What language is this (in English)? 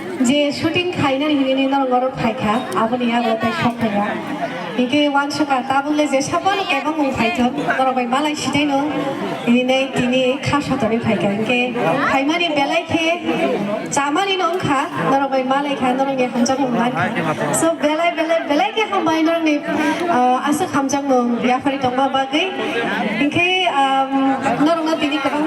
Kok Borok